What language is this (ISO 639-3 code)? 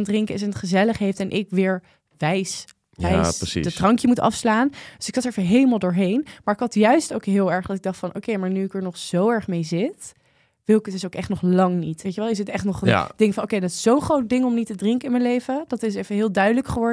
nld